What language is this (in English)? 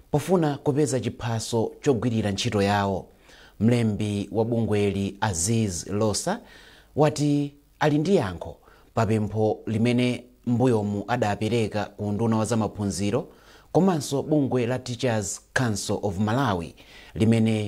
Nyanja